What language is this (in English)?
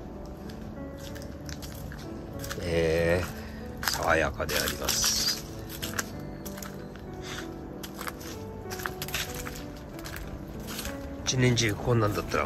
Japanese